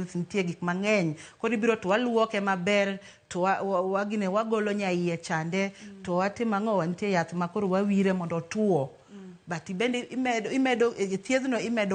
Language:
Luo (Kenya and Tanzania)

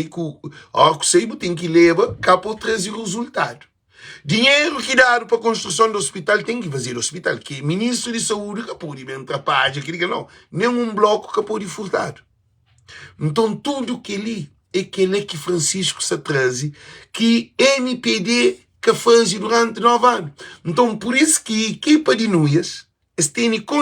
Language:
Kabuverdianu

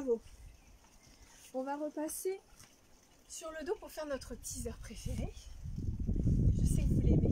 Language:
French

